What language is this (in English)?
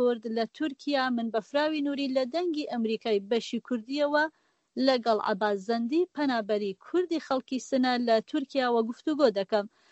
Central Kurdish